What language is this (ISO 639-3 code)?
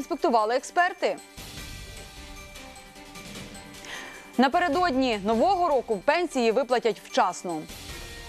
ukr